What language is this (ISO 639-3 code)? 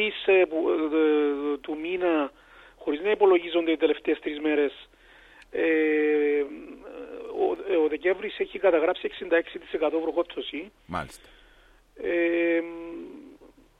ell